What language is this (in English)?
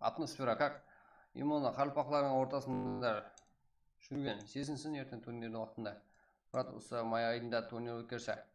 Kara-Kalpak